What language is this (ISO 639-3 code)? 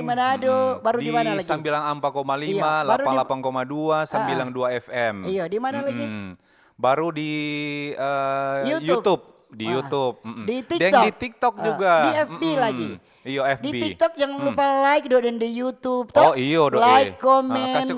xmm